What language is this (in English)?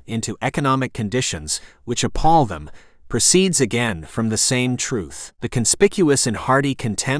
English